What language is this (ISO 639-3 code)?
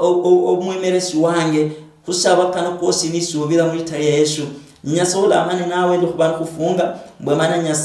luy